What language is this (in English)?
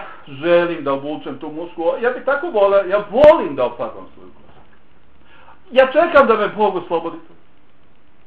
Bosnian